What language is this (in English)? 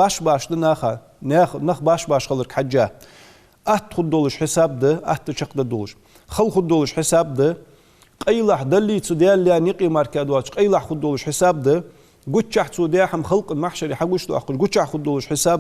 Ingush